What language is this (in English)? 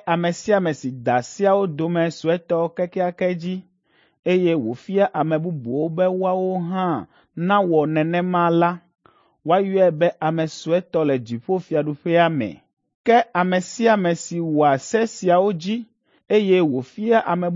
Ewe